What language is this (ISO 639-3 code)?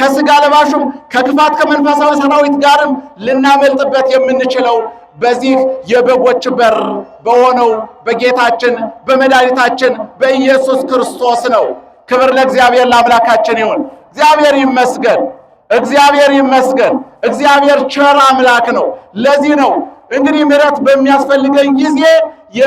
amh